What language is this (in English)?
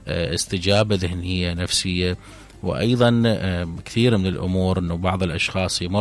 Mesopotamian Arabic